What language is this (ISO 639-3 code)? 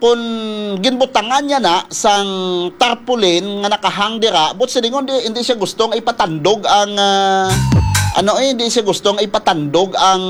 hil